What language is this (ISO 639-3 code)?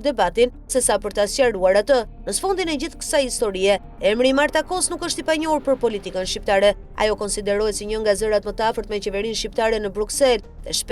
sqi